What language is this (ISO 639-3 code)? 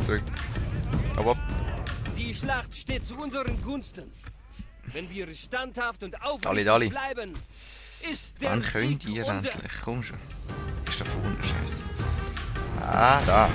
gsw